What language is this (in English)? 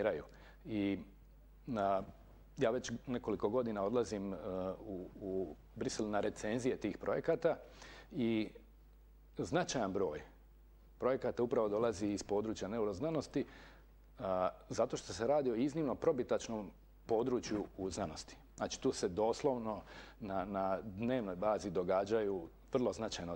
Croatian